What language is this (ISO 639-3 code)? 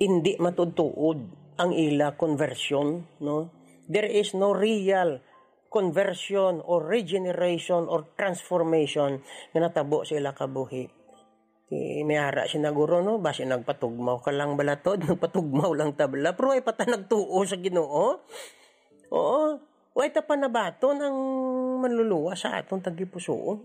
hil